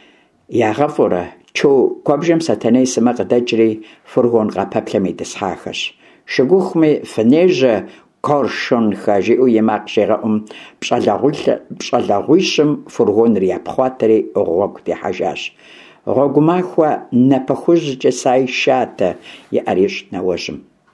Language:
Kabardian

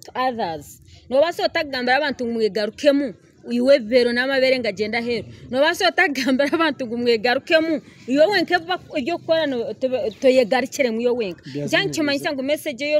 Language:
Nyankole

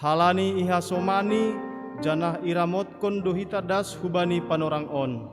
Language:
Batak Simalungun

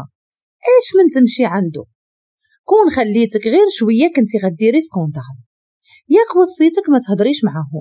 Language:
Moroccan Arabic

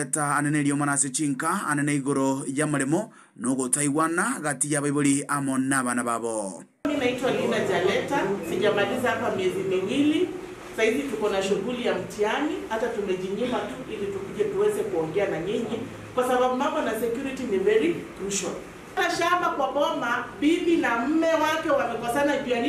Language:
Gusii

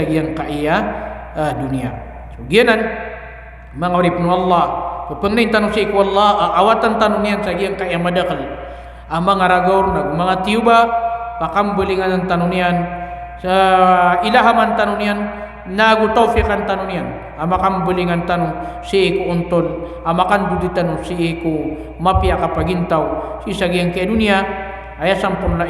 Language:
Maranao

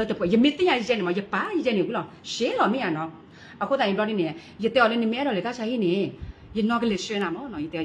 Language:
S'gaw Karen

